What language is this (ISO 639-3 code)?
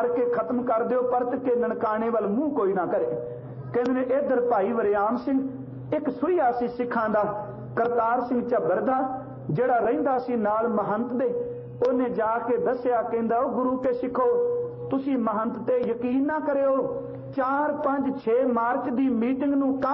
pan